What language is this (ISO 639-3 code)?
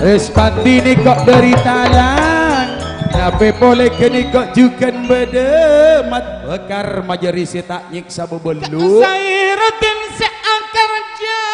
mad